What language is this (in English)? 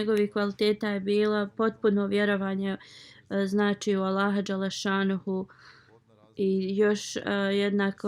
Bosnian